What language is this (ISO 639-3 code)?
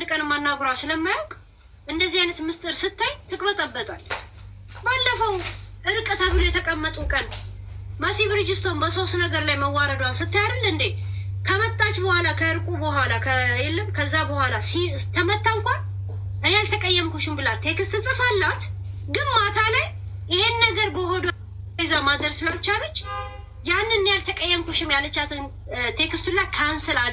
amh